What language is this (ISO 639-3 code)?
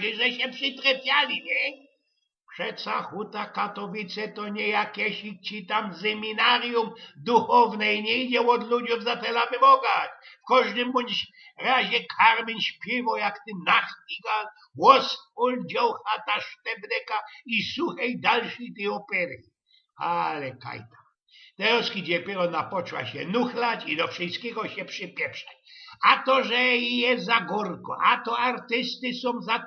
szl